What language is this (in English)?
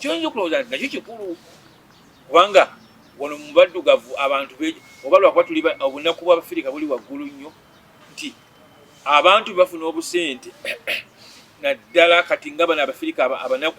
Ganda